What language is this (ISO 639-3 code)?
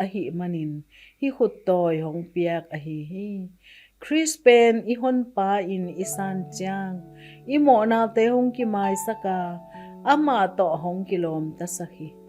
ctd